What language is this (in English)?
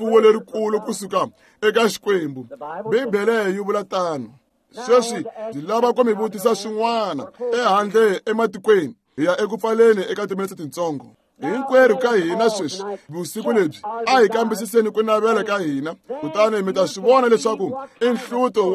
Tsonga